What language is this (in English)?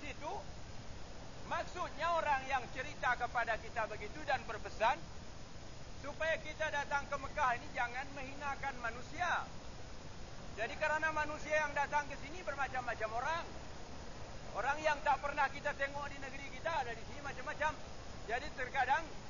Malay